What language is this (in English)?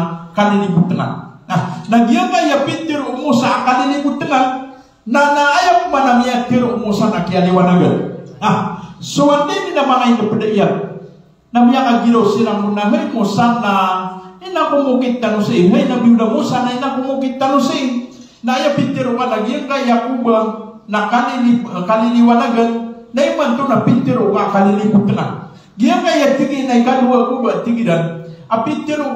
Maranao